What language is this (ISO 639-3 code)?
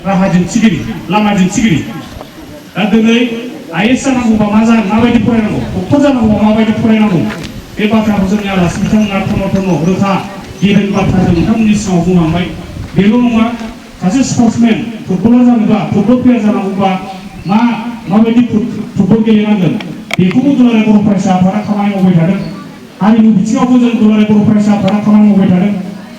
brx